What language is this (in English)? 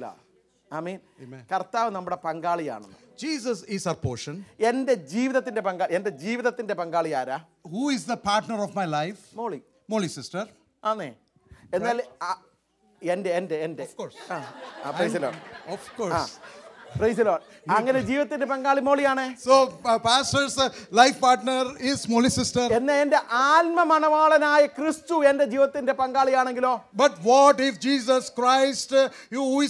Malayalam